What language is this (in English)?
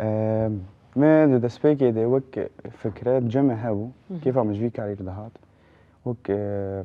Kurdish